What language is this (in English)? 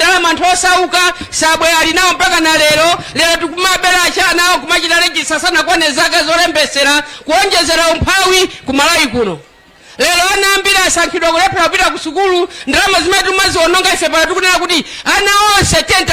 Nyanja